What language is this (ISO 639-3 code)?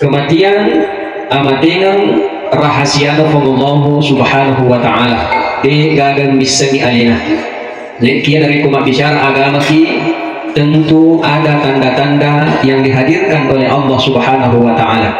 bug